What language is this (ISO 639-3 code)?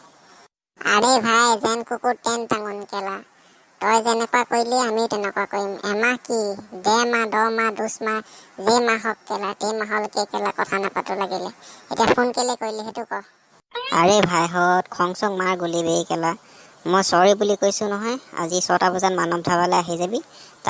asm